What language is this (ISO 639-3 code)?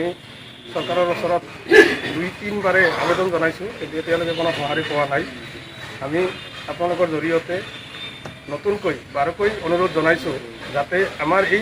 asm